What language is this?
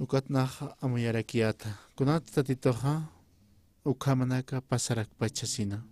Aymara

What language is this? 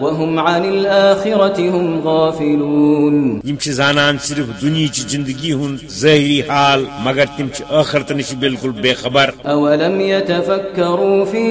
Kashmiri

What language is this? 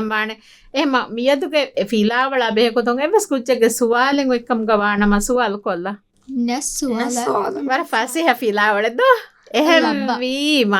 Divehi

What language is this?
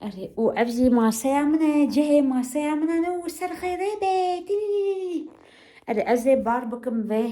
Kurdish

